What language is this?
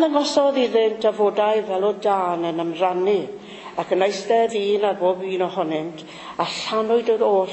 Welsh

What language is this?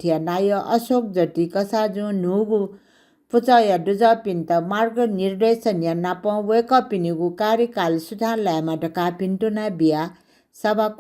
Newari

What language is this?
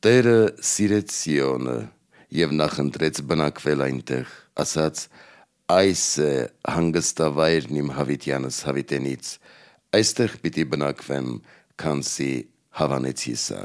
Armenian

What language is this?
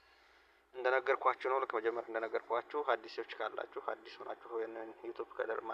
Amharic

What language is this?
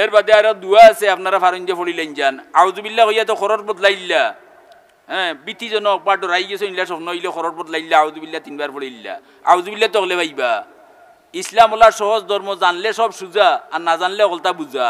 Sylheti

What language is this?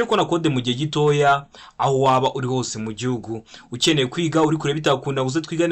Kinyarwanda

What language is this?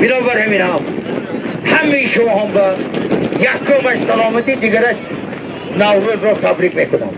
Tajik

